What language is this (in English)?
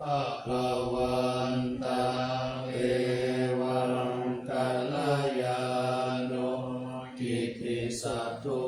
Pali